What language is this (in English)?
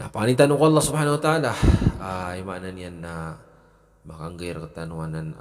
Maranao